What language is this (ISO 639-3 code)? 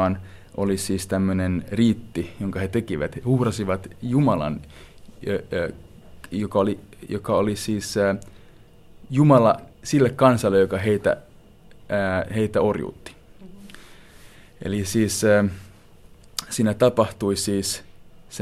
fin